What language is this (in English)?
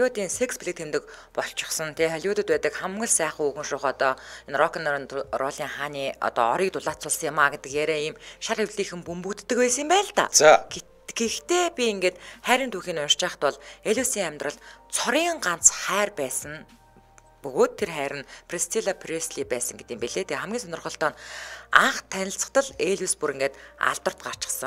Mongolian